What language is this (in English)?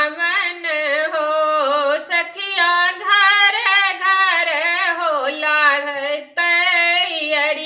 Bhojpuri